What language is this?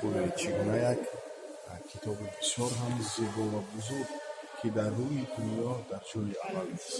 Tajik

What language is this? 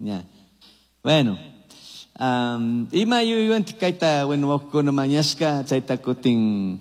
Chimborazo Highland Quichua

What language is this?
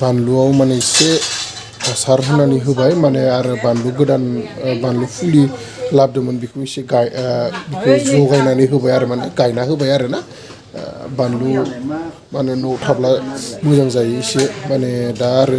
Bodo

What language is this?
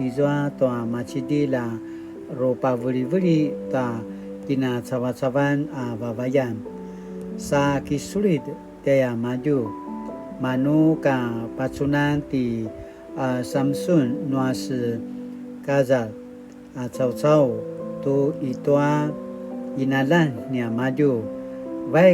Paiwan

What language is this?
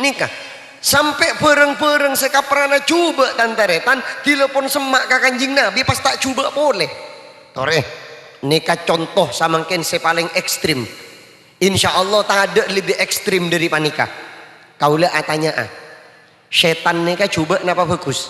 Madurese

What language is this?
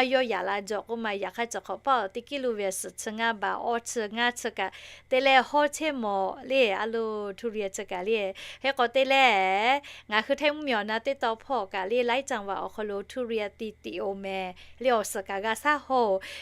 Lahu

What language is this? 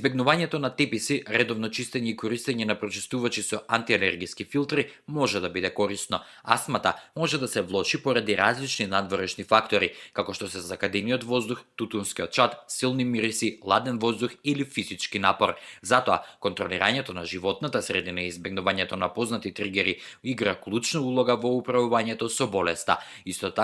Macedonian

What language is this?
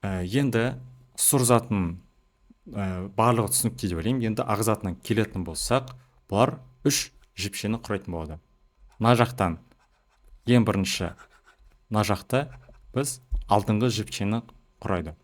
Kazakh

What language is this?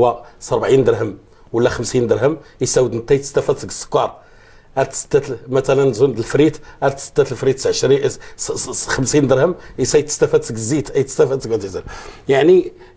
Moroccan Arabic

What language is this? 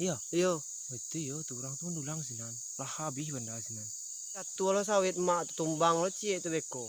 Minangkabau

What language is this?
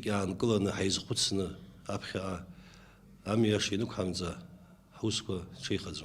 Abkhazian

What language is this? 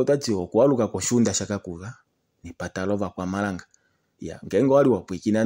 Kuanyama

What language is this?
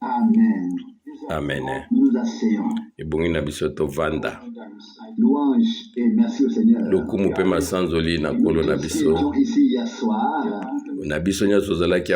Lingala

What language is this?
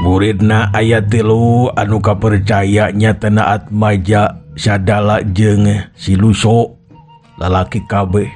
Sundanese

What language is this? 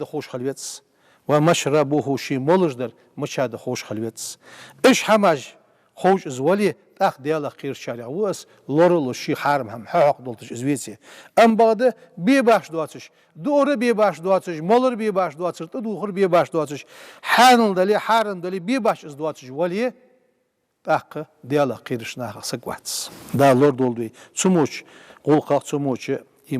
Ingush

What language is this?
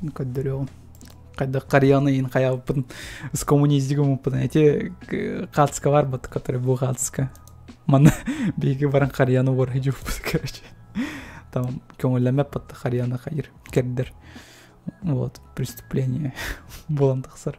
Yakut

